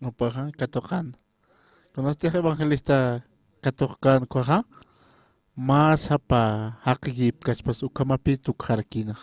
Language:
Aymara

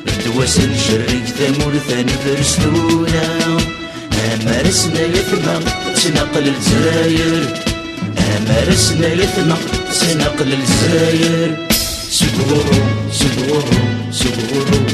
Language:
Kabyle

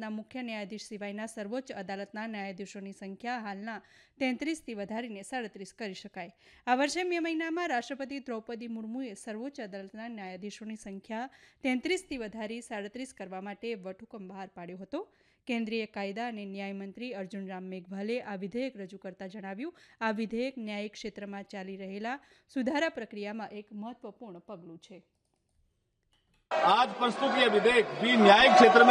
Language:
Gujarati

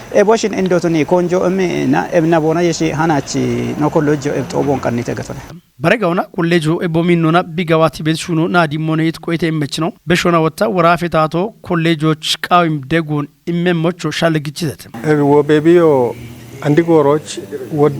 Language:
Kafa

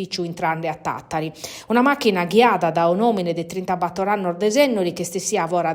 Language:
Sardinian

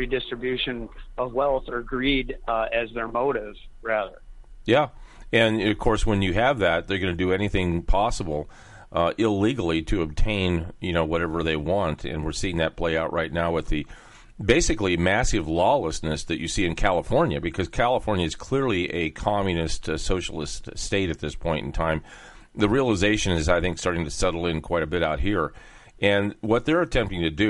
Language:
English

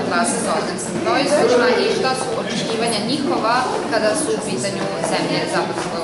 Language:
Serbian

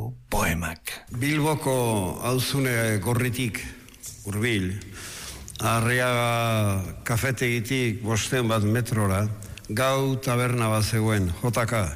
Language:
Basque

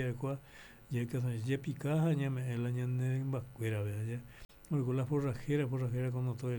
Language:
Guarani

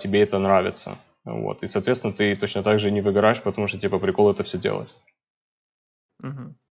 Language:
Russian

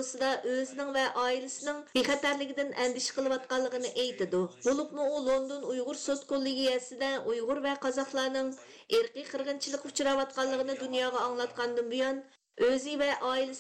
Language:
Uyghur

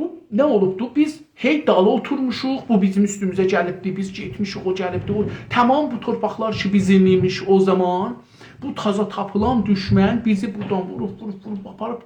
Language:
South Azerbaijani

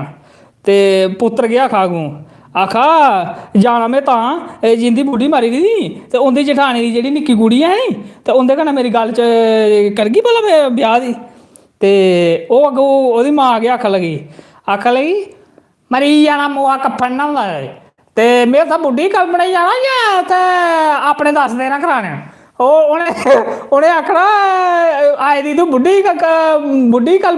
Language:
Dogri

